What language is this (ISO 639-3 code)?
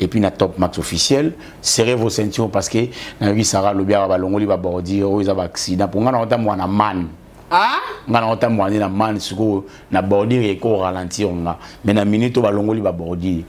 lin